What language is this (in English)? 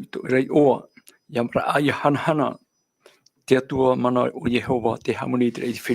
Tahitian